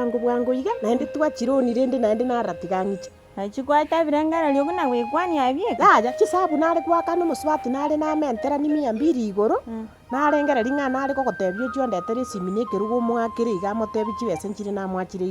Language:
Gusii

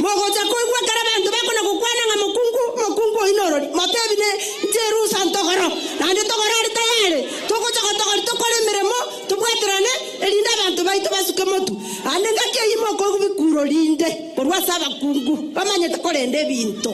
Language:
Gusii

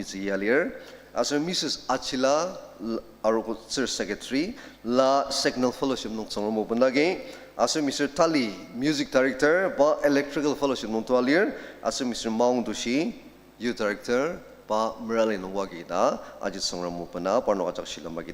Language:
Ao Naga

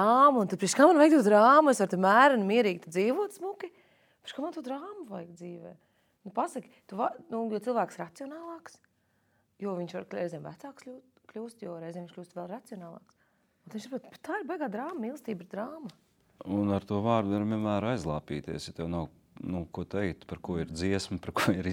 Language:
Latvian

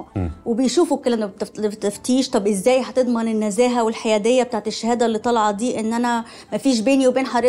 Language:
Egyptian Arabic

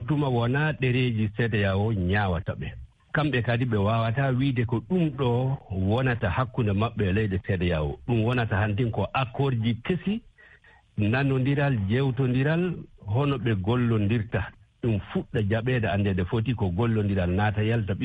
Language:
Fula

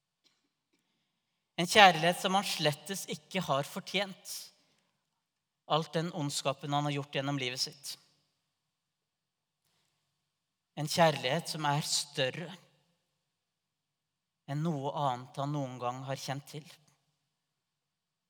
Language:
Norwegian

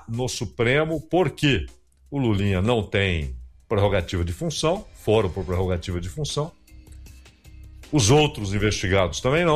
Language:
Portuguese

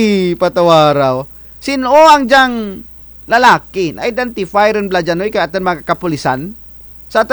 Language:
Kinaray-a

